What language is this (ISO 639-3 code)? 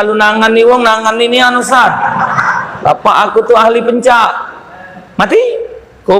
mui